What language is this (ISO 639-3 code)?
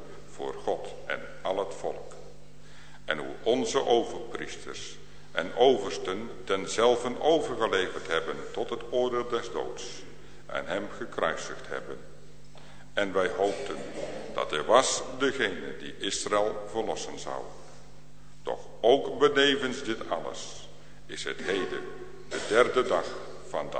nld